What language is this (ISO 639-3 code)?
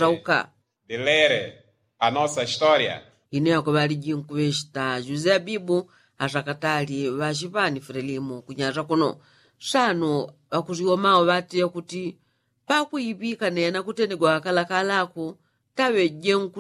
yao